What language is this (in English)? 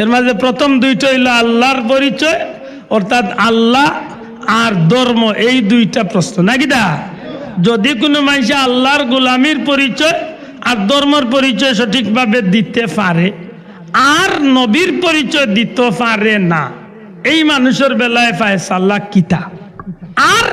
Sylheti